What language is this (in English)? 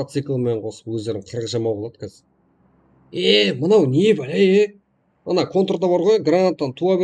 Kara-Kalpak